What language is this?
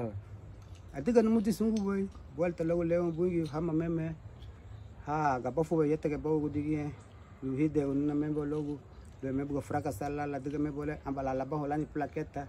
Garifuna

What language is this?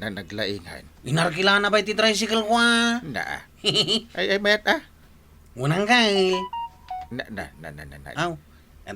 Iloko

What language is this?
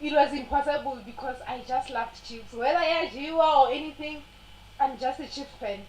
Northern Sotho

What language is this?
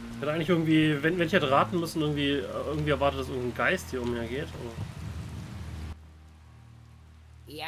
German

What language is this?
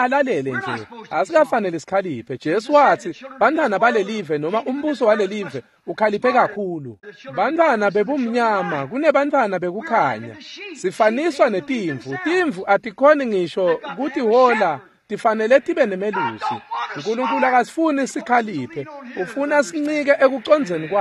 Swati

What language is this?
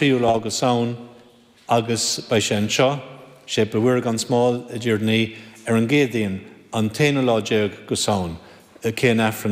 Irish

